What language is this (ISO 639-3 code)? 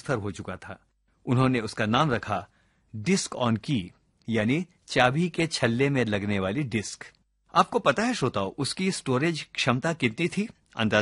hin